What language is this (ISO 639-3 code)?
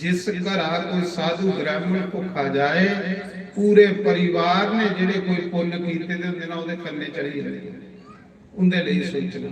doi